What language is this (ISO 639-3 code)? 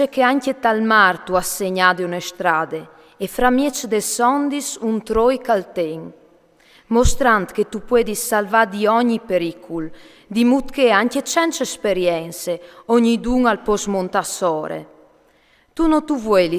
fur